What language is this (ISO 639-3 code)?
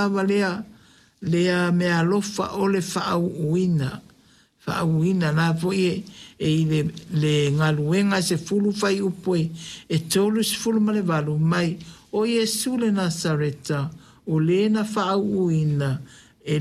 smo